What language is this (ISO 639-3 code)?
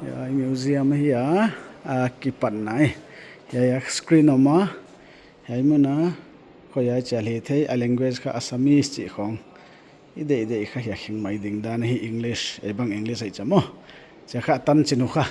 pck